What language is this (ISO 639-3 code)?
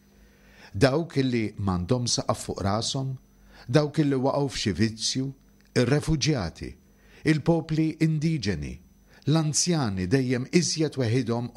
mlt